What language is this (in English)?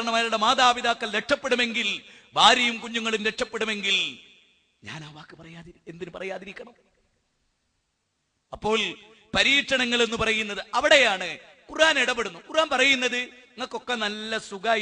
Malayalam